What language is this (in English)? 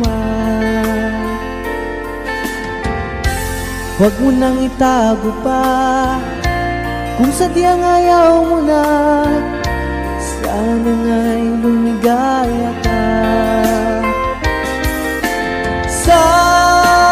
Filipino